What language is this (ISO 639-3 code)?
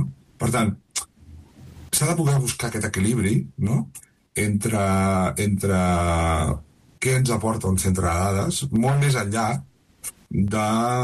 cat